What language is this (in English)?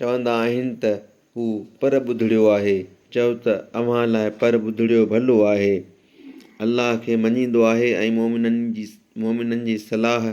Sindhi